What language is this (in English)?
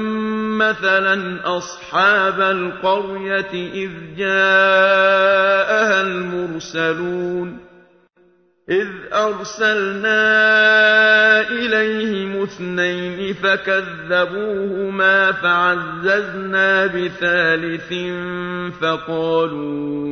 Arabic